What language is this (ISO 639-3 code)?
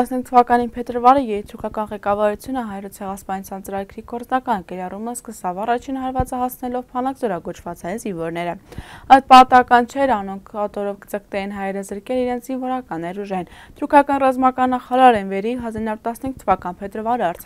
hye